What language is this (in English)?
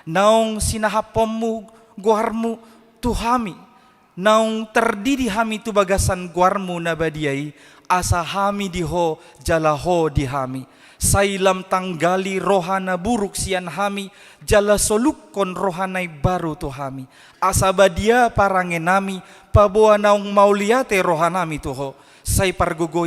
Batak Toba